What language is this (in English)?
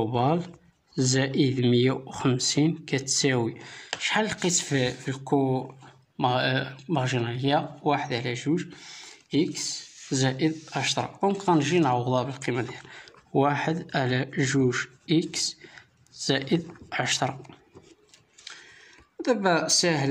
Moroccan Arabic